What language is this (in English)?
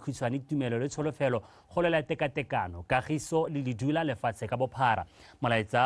Tswana